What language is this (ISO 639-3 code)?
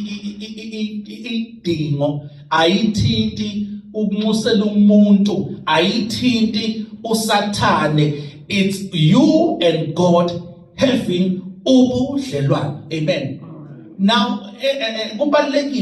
zul